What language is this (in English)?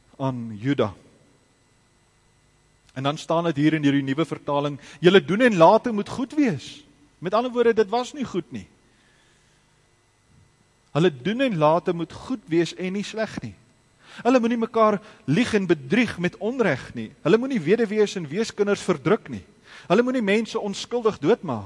Afrikaans